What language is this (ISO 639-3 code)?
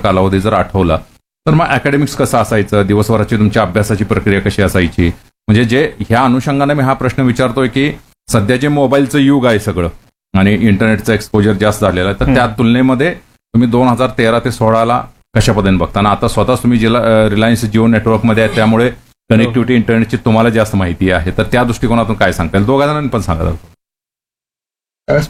mar